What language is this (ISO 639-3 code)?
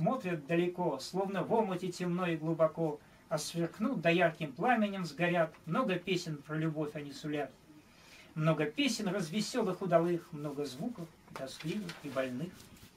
rus